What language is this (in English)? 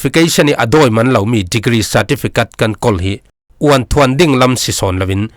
Falam Chin